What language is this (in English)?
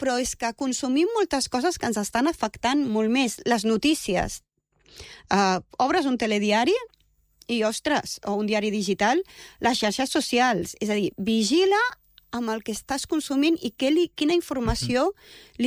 Catalan